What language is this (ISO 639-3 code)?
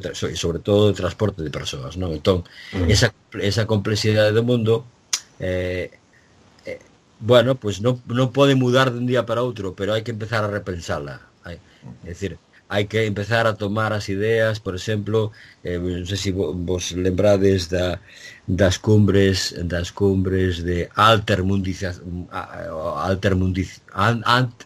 glg